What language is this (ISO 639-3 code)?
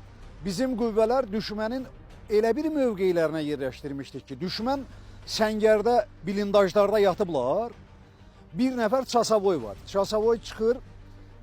aze